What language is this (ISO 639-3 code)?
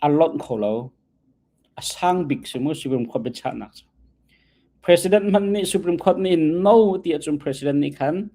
cnh